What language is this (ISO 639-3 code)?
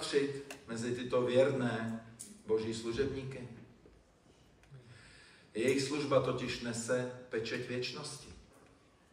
ces